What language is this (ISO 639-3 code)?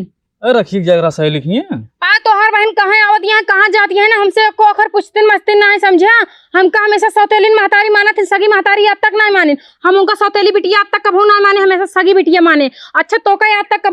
awa